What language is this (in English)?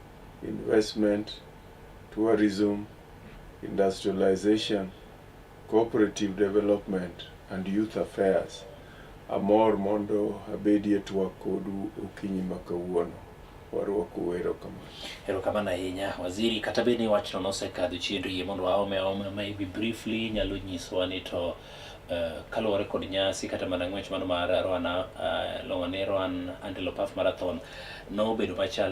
Luo (Kenya and Tanzania)